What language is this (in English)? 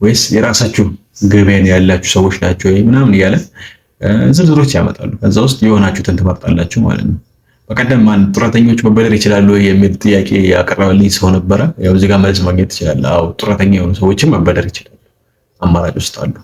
Amharic